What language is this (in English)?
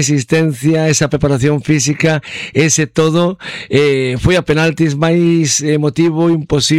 Galician